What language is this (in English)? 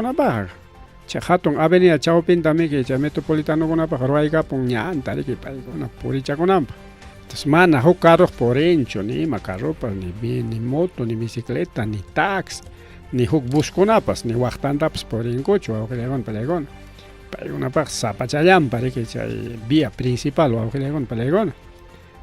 Ayacucho Quechua